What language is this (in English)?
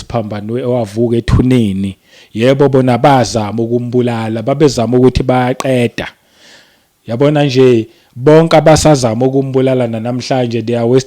Zulu